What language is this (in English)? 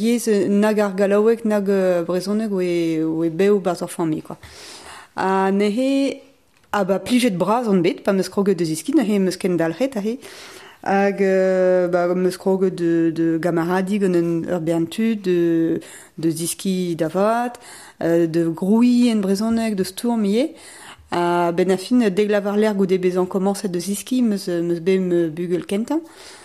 Breton